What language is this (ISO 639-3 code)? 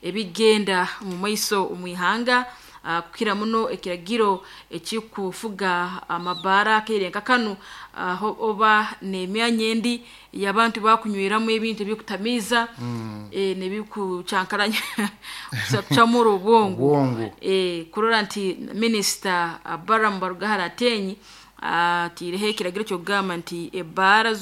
nyo